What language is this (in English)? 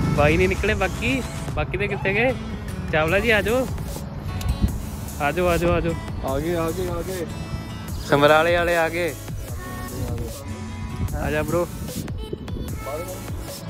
Punjabi